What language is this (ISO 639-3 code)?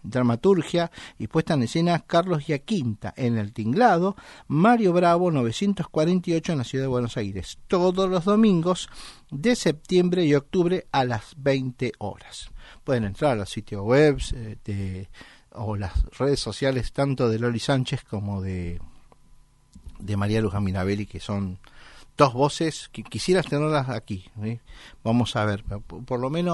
spa